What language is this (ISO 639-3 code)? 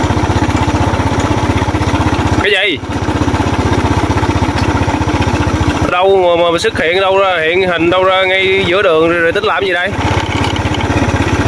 vie